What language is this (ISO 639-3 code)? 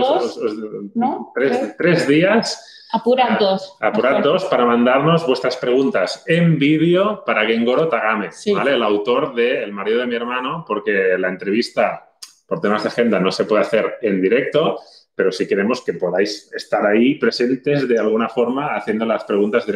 spa